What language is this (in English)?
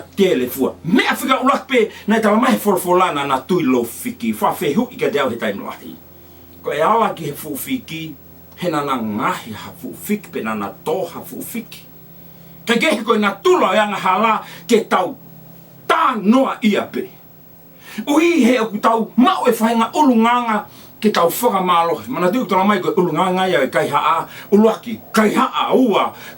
Tongan